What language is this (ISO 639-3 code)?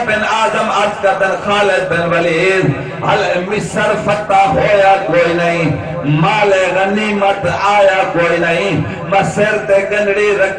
skr